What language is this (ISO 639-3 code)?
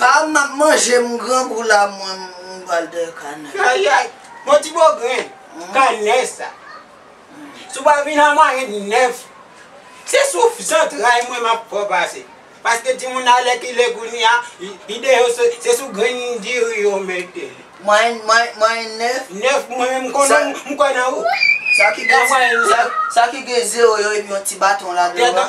hat